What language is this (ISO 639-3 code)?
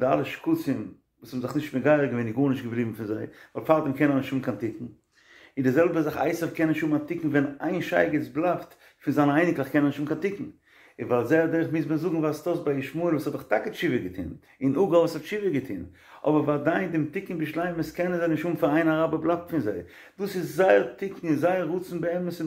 yid